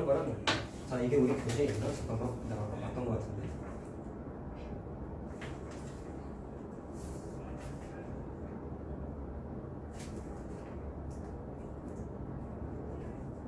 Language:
Korean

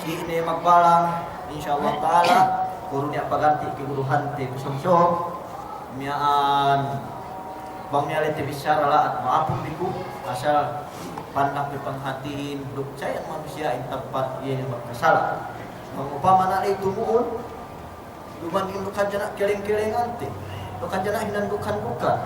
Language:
Yakan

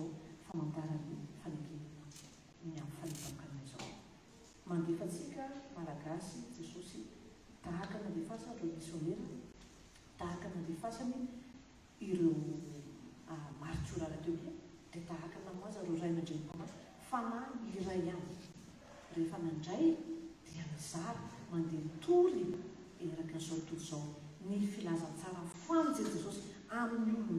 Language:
Malagasy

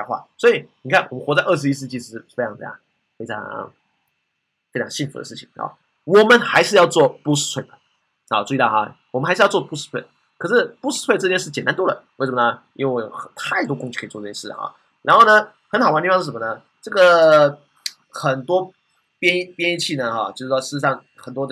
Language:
Chinese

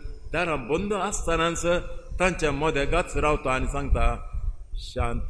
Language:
Konkani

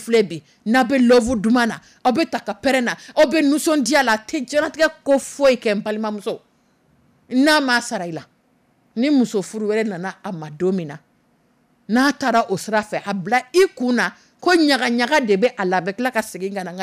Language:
Dyula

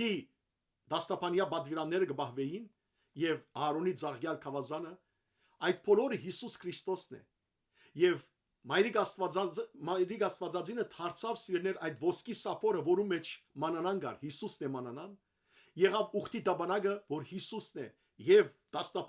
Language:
Western Armenian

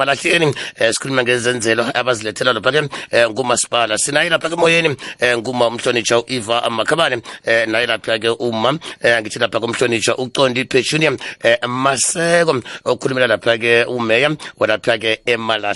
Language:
South Ndebele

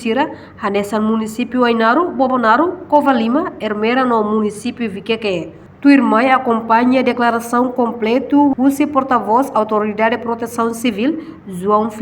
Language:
Tetum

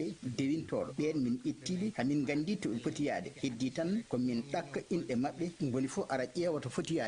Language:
Fula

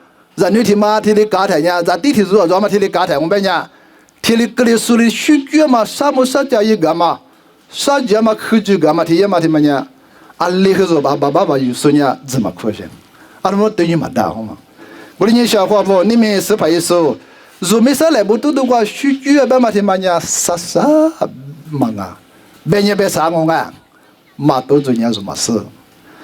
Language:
Lisu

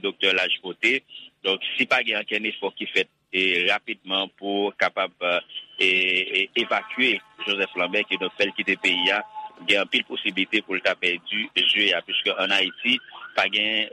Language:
Haitian Creole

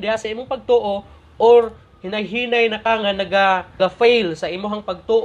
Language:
Cebuano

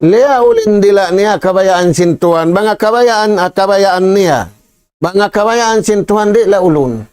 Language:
Tausug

